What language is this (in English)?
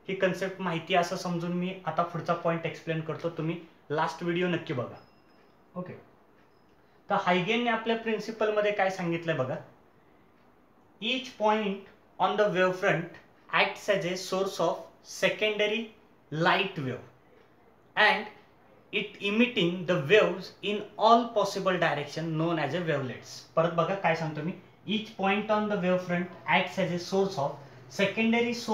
Marathi